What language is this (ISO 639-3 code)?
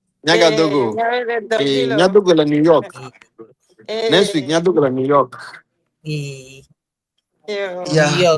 ewe